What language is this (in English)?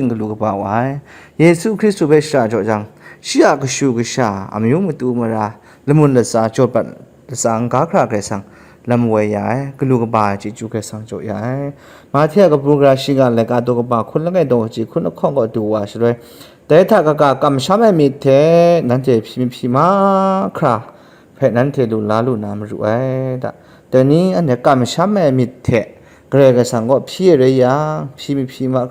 Kachin